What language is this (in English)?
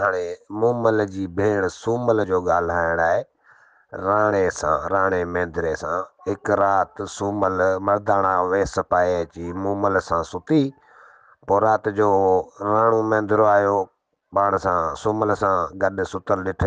Sindhi